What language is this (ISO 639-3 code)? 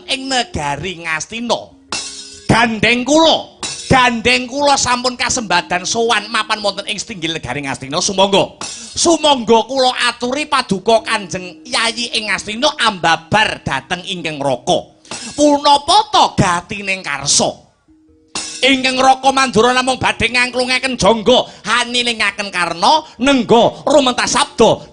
jav